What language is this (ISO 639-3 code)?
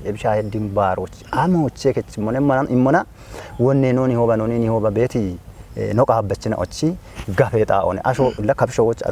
kbr